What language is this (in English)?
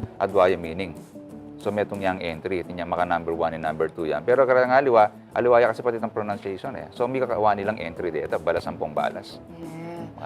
Pampanga